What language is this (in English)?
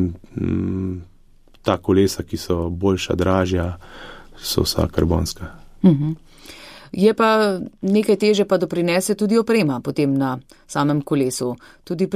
Slovenian